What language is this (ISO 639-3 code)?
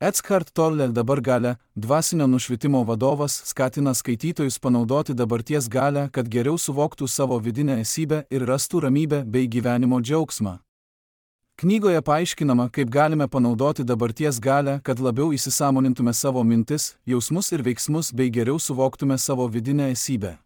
lit